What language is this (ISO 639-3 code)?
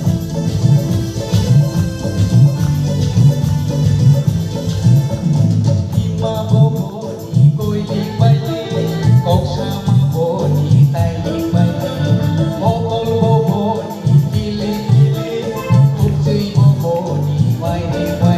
trp